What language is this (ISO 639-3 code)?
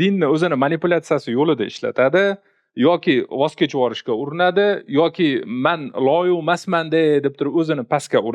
uzb